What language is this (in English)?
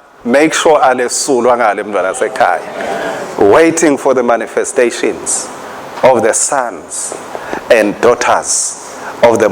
Swati